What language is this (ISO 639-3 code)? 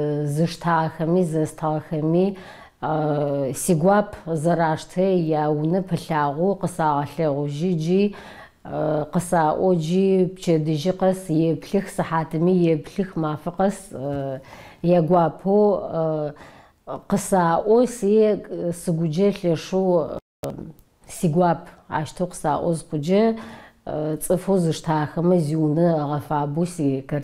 ady